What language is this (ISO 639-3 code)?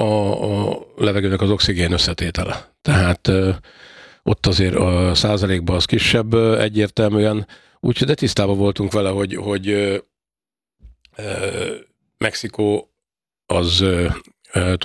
hun